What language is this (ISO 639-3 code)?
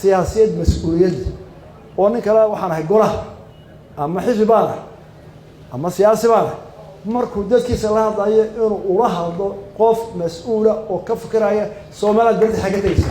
som